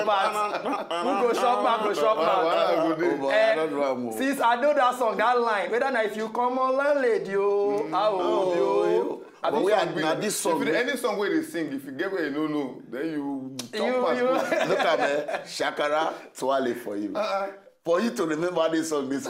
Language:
Nigerian Pidgin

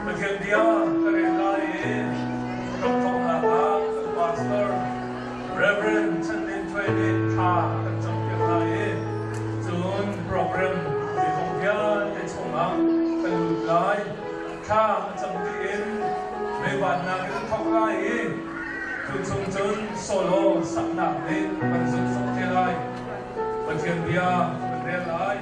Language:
Hakha Chin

